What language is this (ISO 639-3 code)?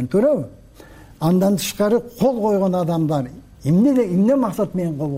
kir